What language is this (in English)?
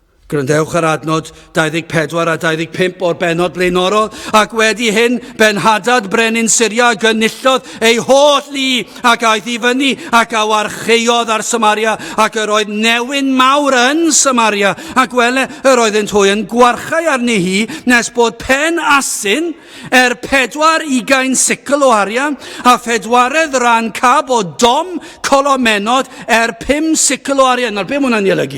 Welsh